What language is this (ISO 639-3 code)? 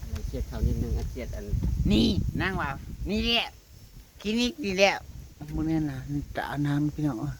tts